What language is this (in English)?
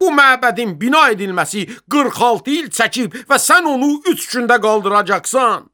Azerbaijani